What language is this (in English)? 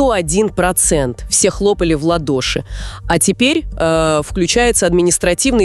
Russian